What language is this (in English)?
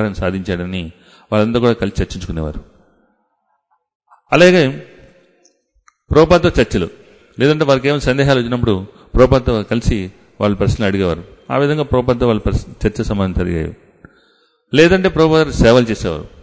Telugu